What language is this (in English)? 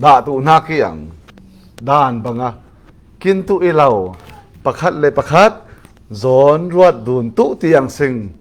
Falam Chin